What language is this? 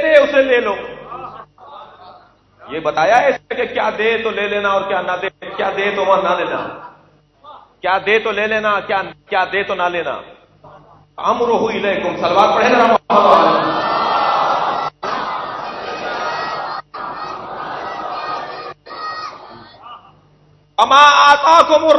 Urdu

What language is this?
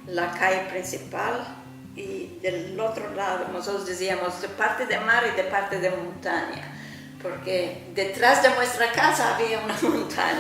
Ladino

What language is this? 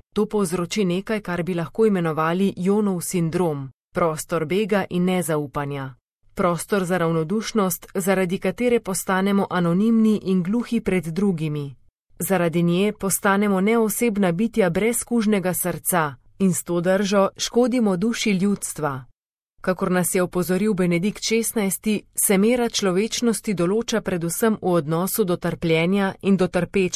Slovenian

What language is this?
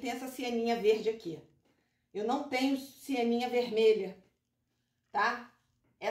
Portuguese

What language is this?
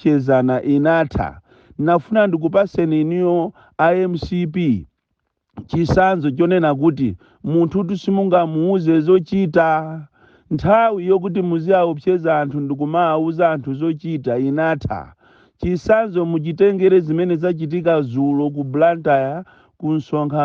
Nyanja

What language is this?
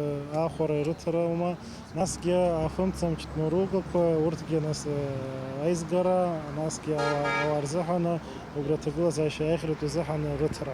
Abkhazian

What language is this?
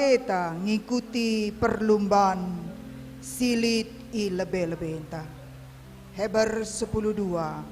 Batak Karo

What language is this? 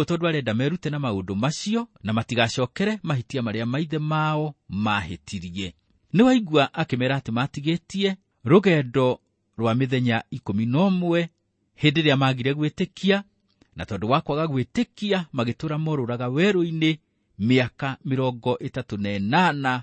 Kikuyu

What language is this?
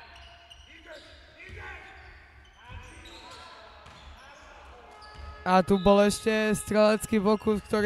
Slovak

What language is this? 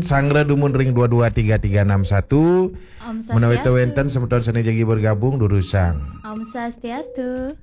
Balinese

